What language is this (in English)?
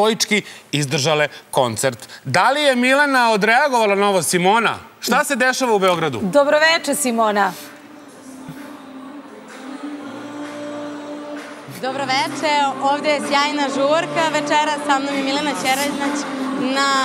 Serbian